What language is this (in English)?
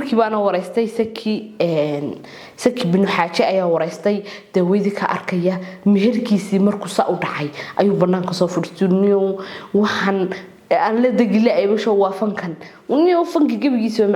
Somali